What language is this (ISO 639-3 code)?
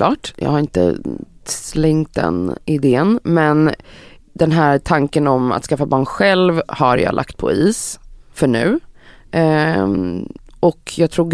swe